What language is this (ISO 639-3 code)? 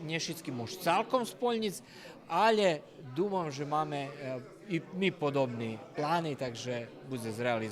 rue